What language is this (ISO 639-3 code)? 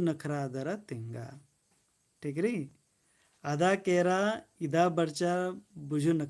kru